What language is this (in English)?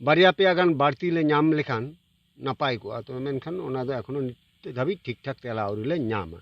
Santali